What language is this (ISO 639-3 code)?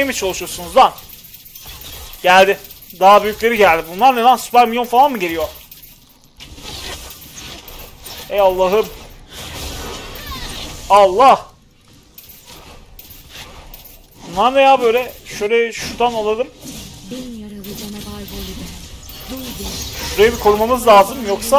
tur